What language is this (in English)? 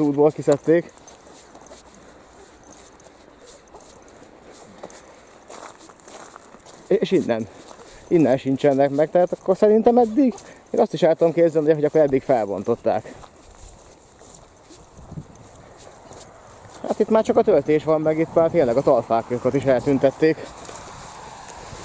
Hungarian